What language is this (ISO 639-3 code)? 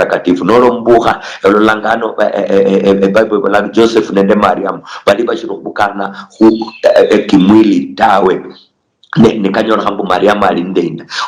luy